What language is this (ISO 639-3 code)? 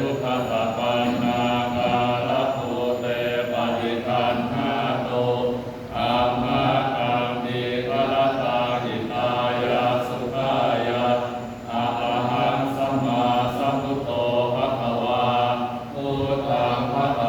pli